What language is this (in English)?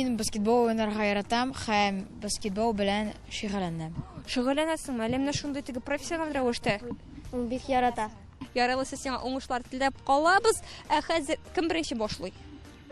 Tatar